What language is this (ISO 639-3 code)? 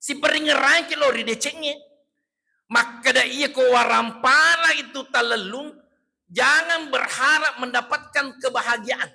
bug